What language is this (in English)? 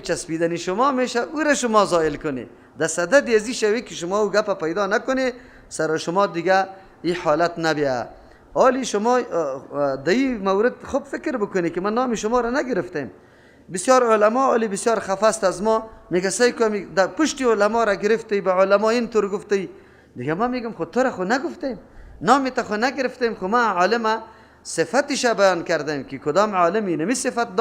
Persian